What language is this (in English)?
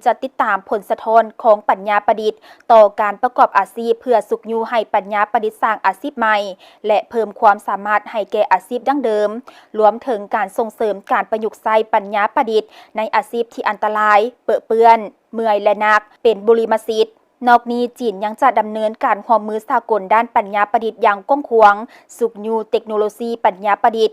Lao